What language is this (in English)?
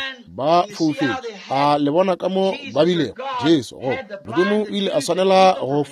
Northern Sotho